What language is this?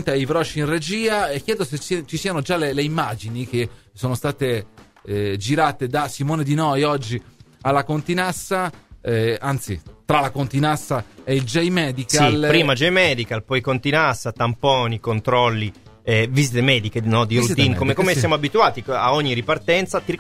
Italian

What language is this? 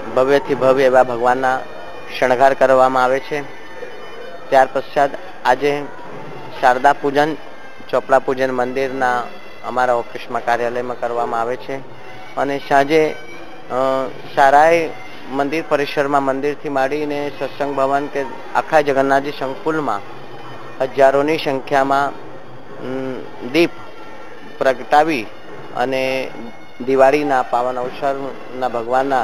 Gujarati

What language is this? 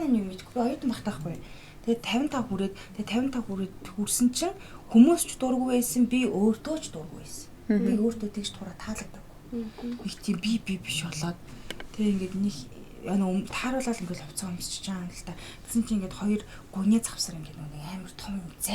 Mongolian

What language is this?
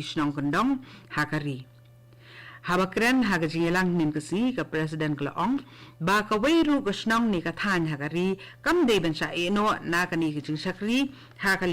Khasi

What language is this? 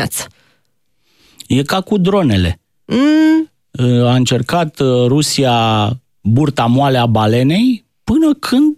Romanian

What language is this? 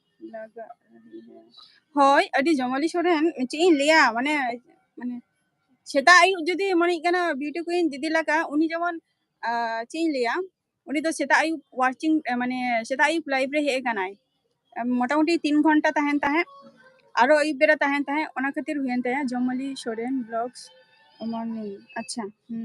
Santali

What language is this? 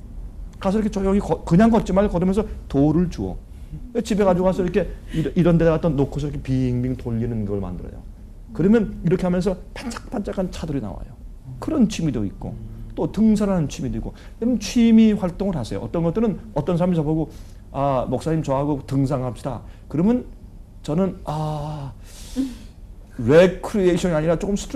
Korean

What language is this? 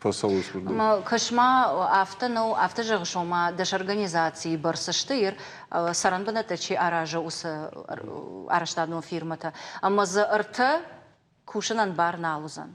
Ossetic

